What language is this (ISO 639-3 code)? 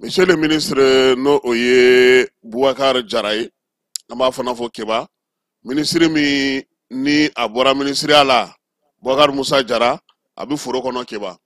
bam